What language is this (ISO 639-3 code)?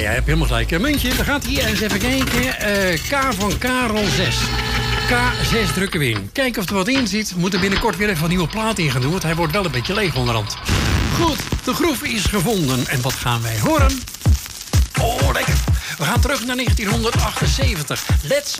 nld